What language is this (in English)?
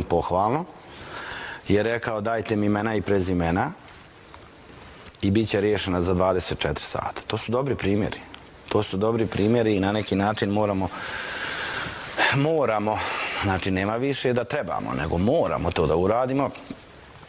Bosnian